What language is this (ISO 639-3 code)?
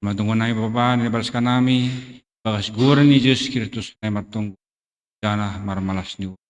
bts